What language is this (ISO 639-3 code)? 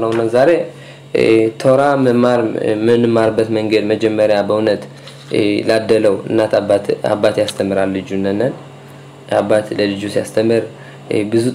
amh